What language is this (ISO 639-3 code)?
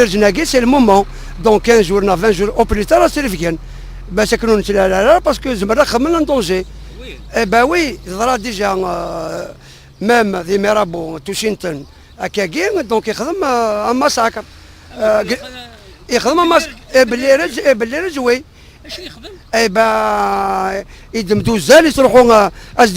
kab